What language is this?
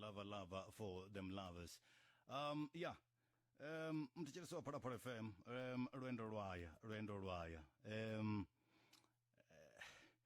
Venda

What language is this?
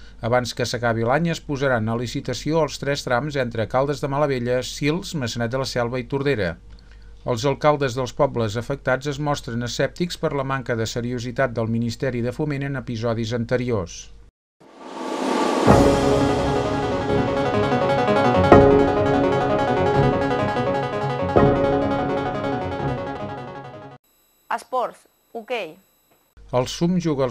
Catalan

